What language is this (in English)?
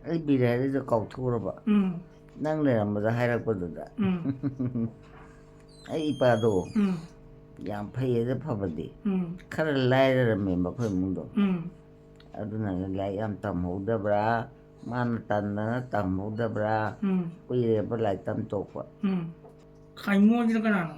Manipuri